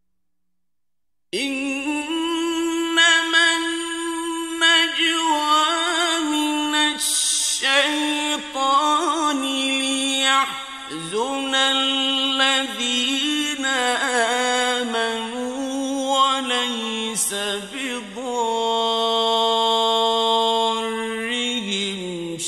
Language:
Arabic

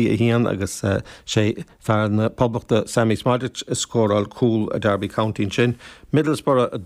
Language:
Irish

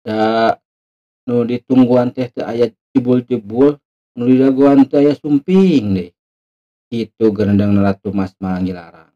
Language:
Sundanese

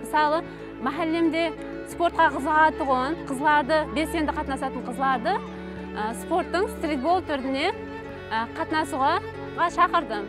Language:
Kara-Kalpak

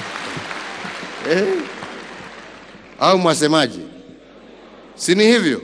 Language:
Swahili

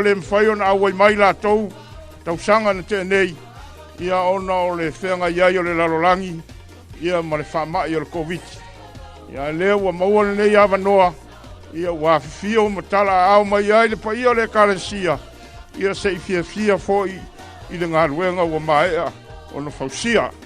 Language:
Samoan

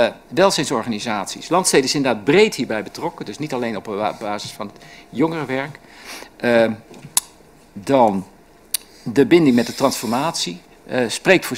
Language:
Dutch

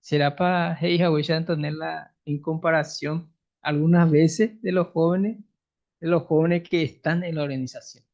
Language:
Guarani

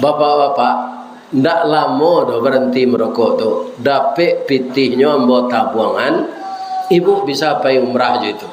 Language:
Minangkabau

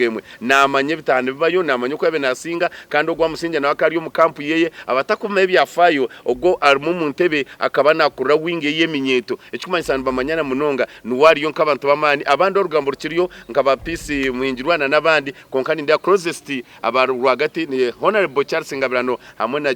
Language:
Nyankole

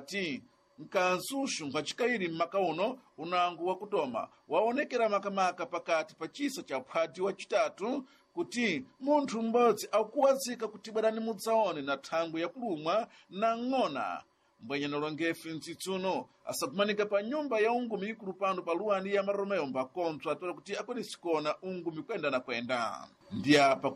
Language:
Sena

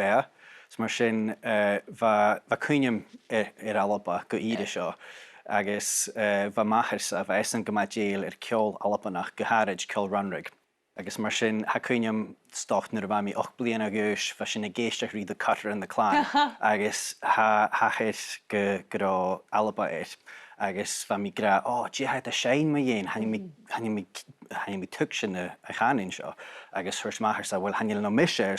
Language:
Scottish Gaelic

